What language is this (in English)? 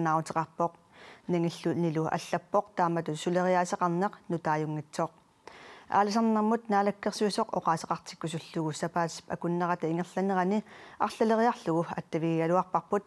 Kalaallisut